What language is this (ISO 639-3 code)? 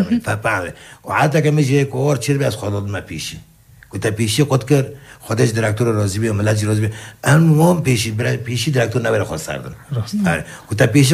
fas